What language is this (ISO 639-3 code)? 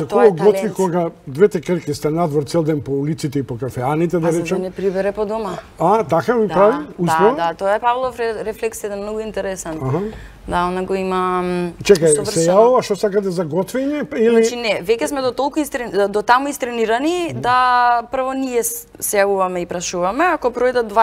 mkd